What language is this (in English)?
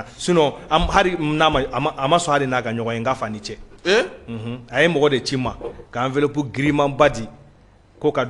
Bambara